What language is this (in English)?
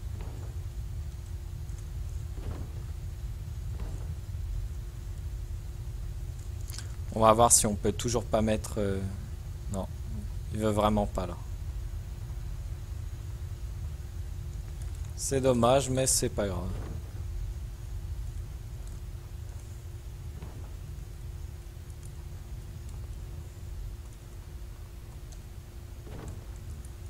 French